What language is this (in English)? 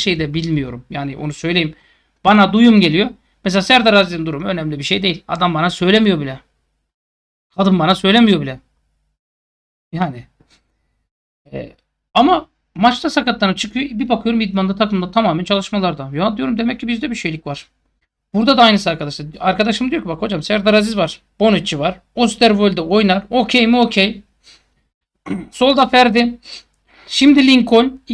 Turkish